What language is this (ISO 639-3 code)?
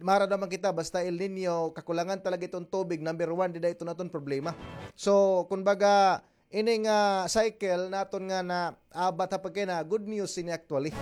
war